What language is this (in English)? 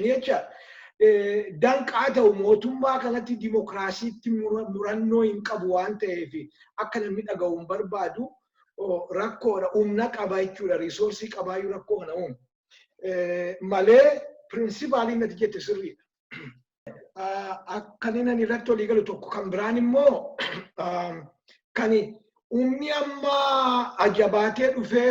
Oromo